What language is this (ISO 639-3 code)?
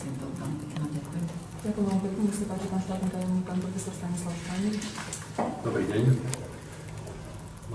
slk